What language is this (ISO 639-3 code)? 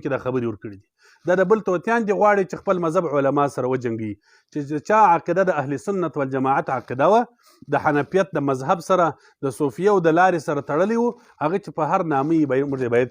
pus